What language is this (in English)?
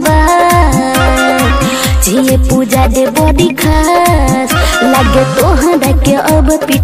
Bhojpuri